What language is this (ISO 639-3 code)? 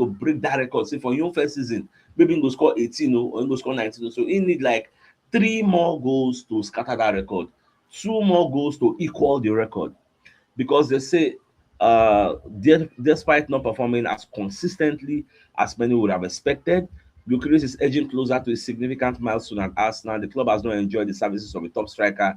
pcm